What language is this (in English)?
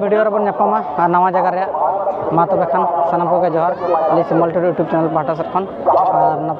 Santali